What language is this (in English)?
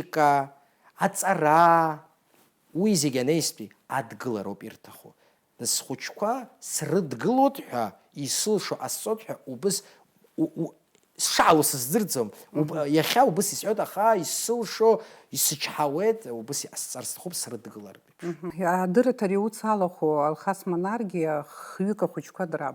Abkhazian